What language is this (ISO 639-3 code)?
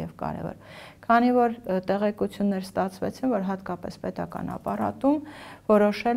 hye